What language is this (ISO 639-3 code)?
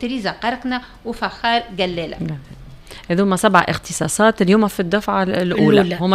aeb